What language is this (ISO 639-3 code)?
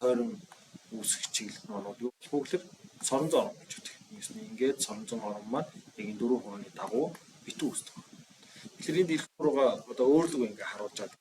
mon